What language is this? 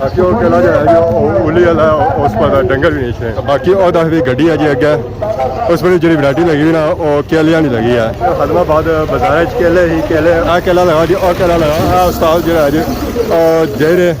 Pahari-Potwari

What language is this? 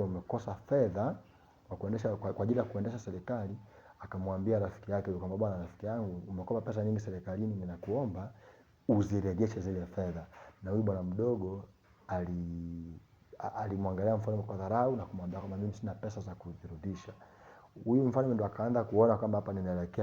Swahili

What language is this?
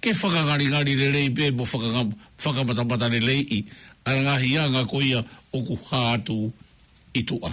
Tongan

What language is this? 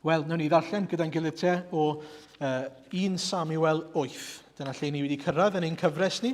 Welsh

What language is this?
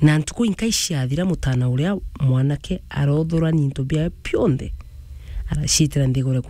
Meru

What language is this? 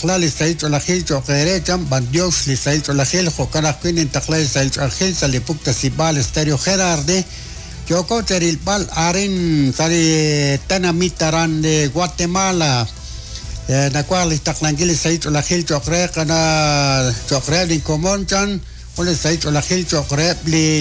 Kekchí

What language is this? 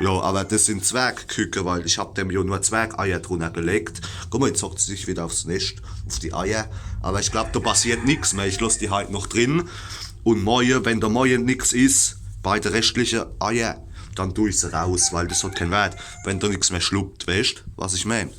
Palatine German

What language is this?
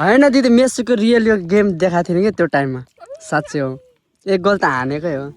Nepali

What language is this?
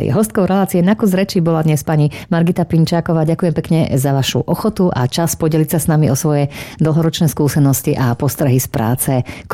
Slovak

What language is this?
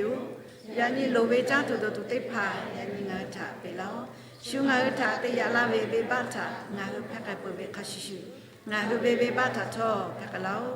Lahu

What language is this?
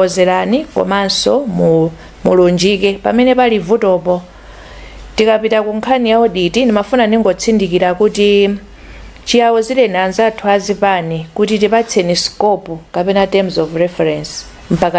Nyanja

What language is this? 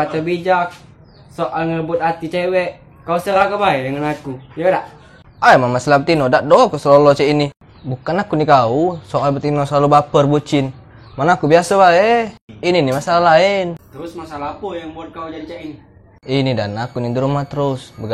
Musi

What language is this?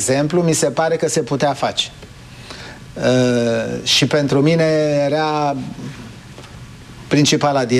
Romanian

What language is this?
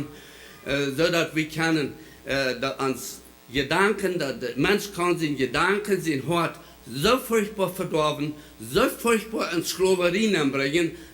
Plautdietsch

